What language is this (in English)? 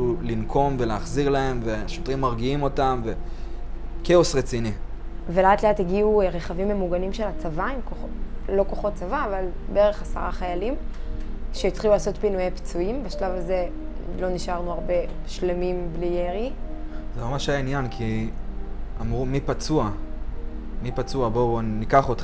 Hebrew